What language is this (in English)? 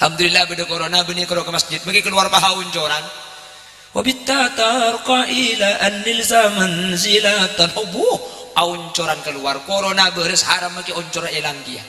Madurese